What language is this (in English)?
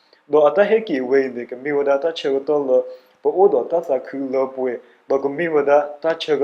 S'gaw Karen